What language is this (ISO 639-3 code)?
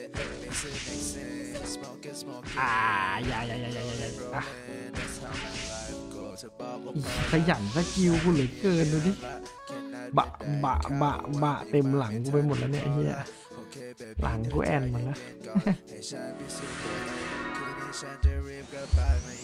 tha